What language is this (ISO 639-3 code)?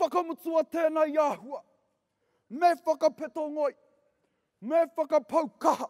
mri